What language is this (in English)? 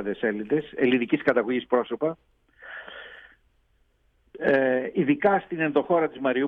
Greek